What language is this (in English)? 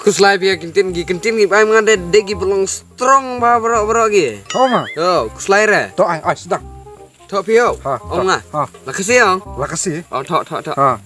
Khasi